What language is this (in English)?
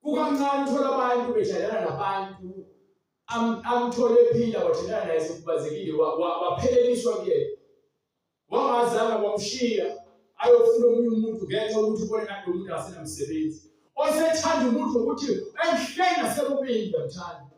Zulu